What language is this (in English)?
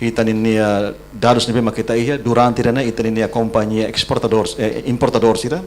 Tetum